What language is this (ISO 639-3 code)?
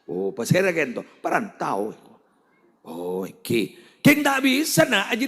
mad